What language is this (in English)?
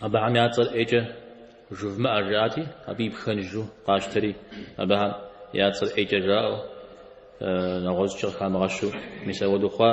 Kabardian